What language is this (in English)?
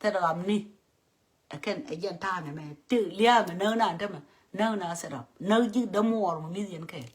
Nuer